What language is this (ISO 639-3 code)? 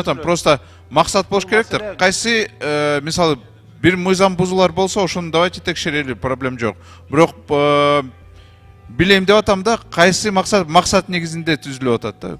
kir